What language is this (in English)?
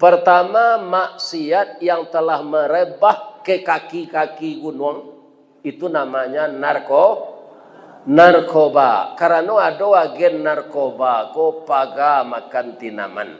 Minangkabau